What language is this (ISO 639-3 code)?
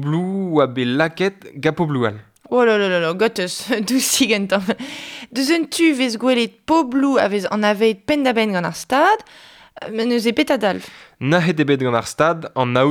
bre